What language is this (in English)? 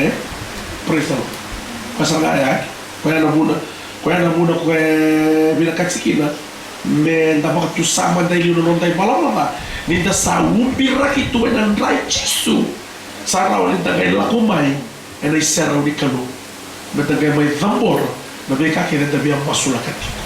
Fijian